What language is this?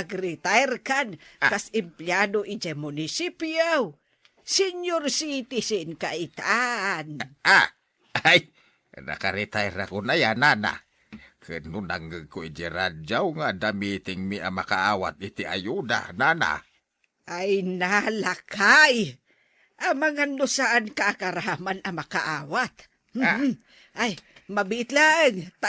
Iloko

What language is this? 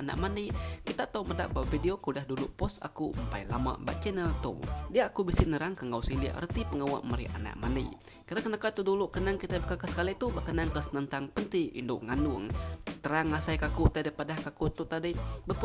Iban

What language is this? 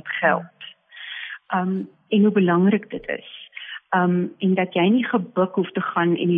Afrikaans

